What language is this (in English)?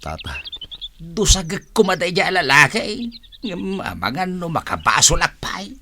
Iloko